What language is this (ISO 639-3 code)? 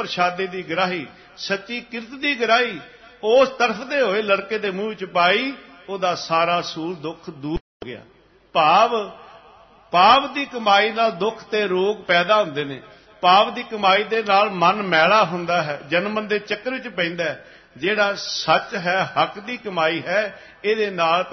pan